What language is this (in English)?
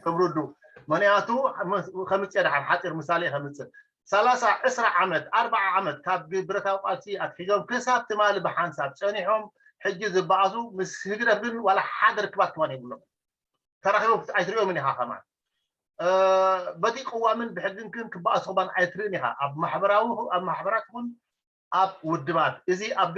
Tigrinya